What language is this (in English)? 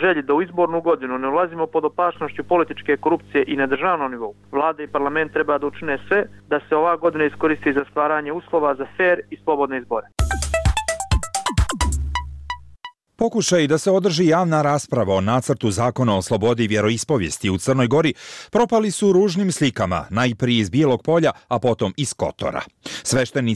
Serbian